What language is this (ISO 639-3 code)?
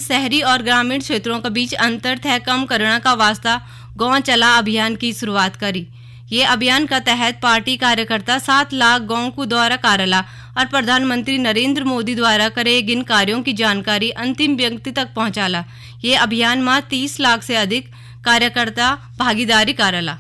gbm